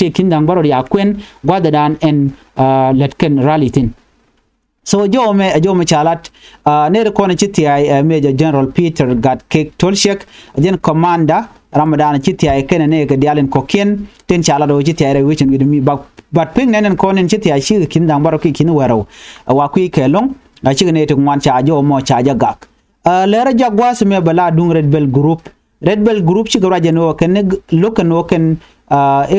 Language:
Nuer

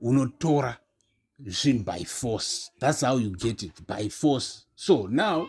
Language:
Shona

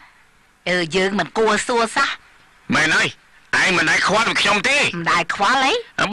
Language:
Khmer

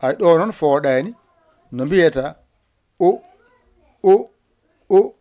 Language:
Fula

